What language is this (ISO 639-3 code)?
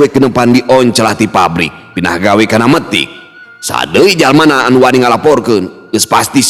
sun